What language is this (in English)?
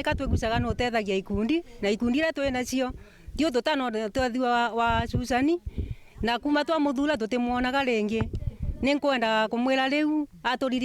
Meru